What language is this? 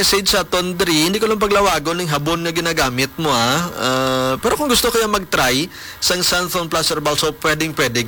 Hiligaynon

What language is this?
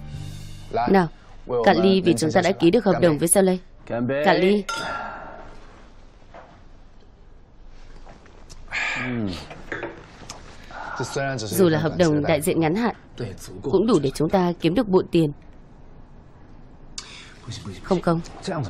Vietnamese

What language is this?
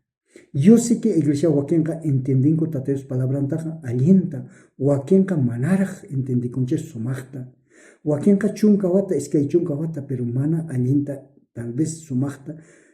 South Bolivian Quechua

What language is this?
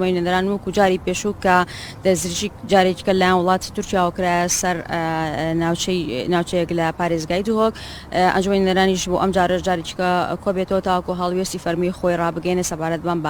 Central Kurdish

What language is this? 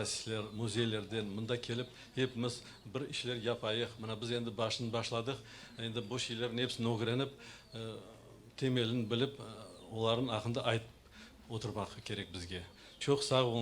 Crimean Tatar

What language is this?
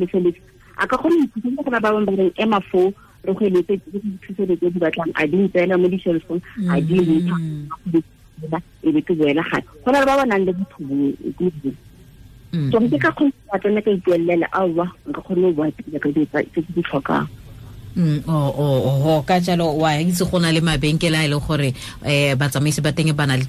Tswana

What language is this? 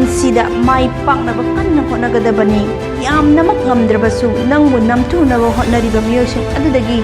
Manipuri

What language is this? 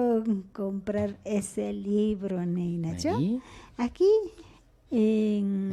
Imbabura Highland Quichua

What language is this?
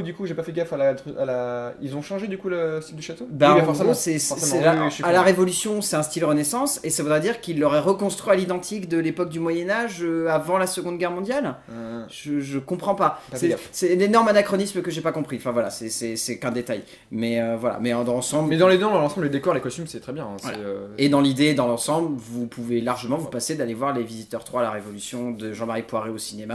French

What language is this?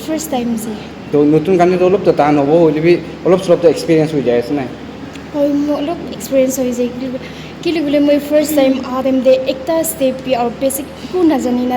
Naga Pidgin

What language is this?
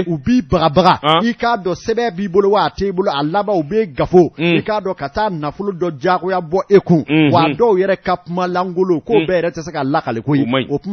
Bambara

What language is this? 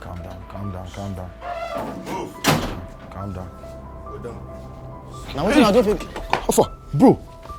Nigerian Pidgin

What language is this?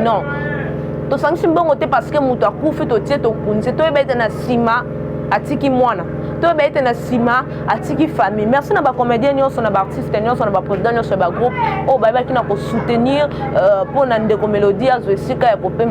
Lingala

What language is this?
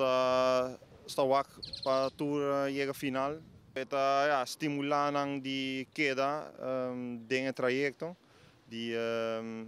Papiamento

